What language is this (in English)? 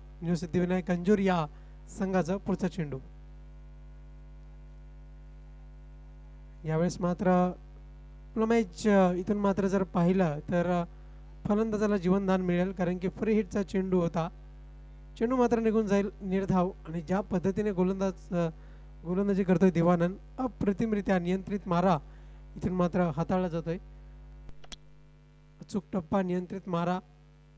Marathi